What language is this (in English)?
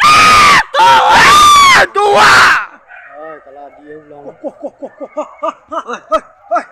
Minangkabau